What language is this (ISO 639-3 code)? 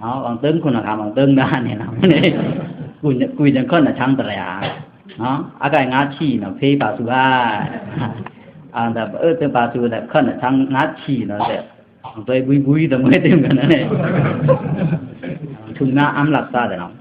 blk